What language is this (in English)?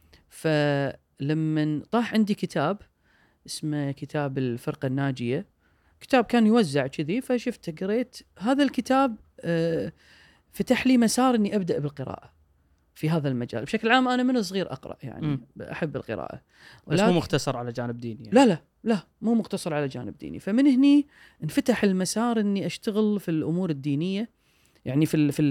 Gulf Arabic